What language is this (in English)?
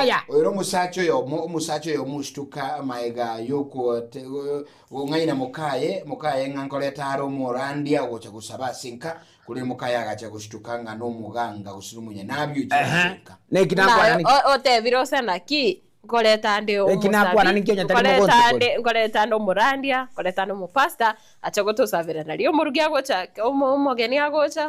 Gusii